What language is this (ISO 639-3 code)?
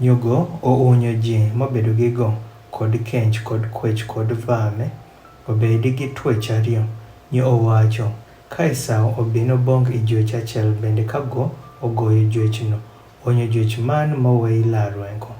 adh